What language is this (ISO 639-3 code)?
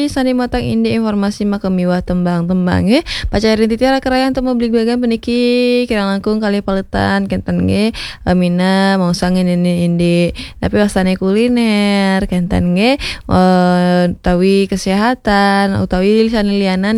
ban